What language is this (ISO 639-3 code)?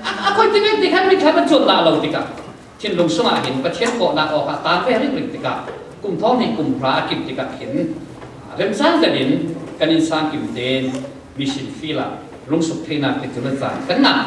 cfm